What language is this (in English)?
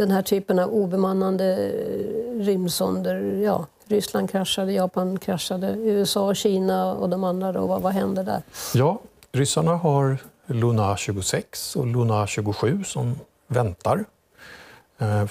Swedish